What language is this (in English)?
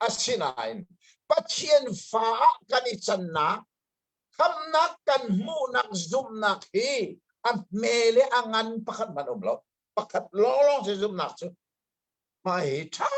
Hakha Chin